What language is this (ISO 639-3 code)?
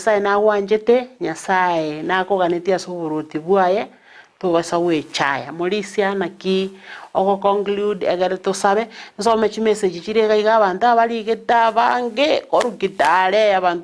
guz